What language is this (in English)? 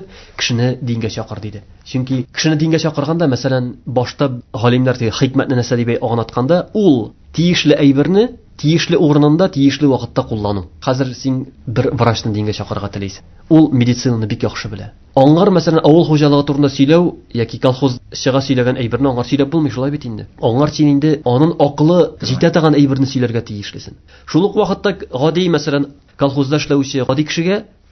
Tatar